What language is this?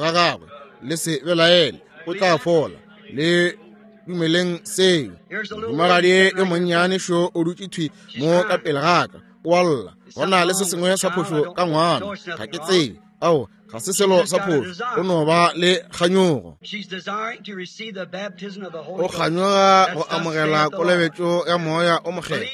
Northern Sotho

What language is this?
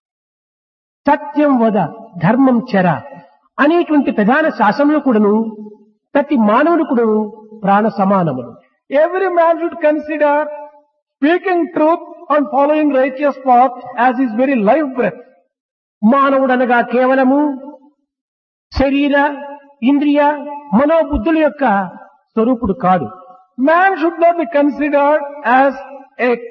Telugu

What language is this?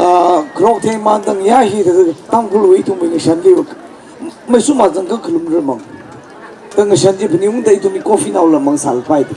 Tangkhul Naga (India)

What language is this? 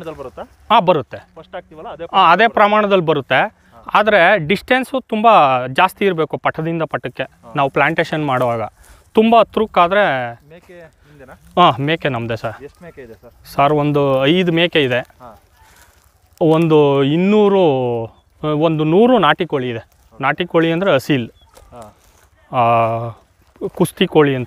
Kannada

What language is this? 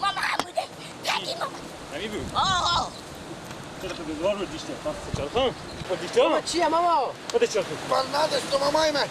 Persian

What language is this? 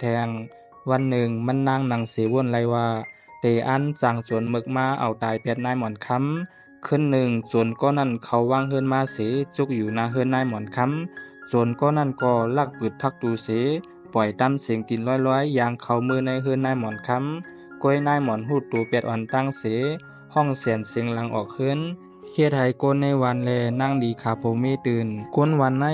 Shan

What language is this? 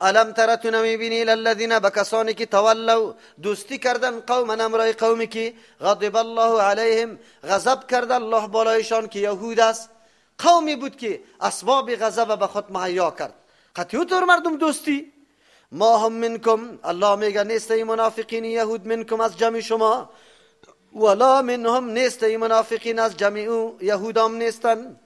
Persian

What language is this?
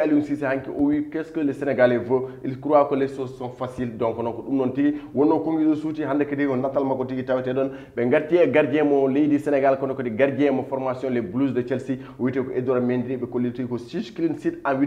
Fula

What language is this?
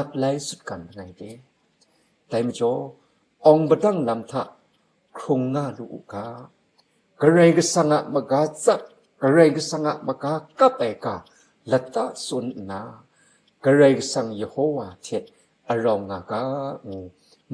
Kachin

